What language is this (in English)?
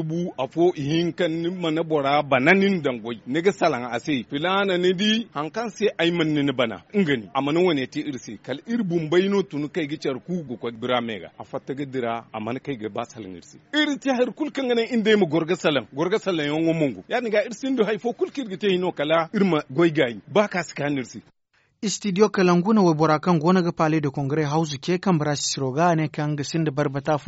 Zarma